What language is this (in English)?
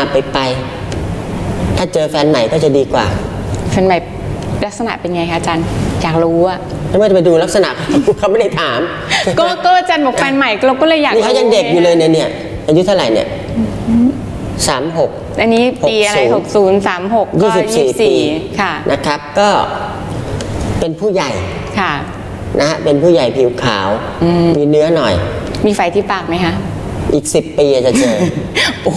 Thai